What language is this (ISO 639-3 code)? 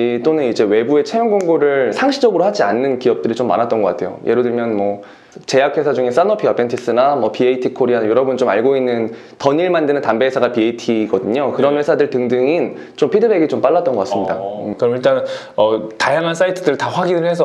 kor